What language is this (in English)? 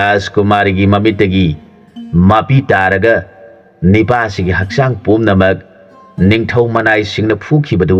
Manipuri